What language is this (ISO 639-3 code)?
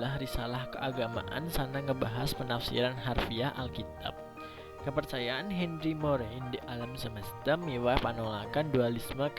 ban